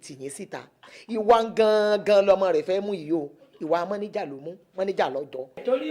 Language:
Yoruba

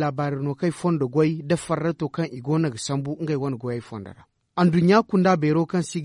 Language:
Zarma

